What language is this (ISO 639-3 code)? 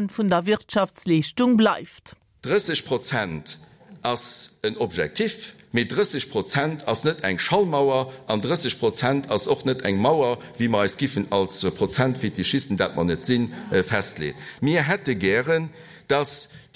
ltz